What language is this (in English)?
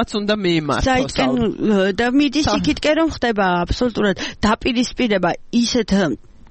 Georgian